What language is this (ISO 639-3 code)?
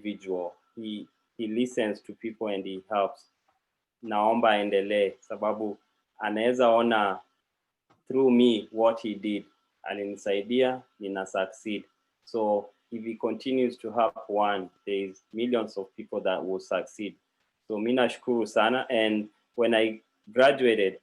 kln